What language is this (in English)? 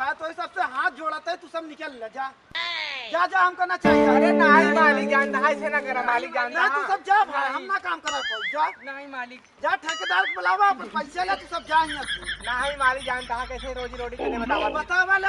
Awadhi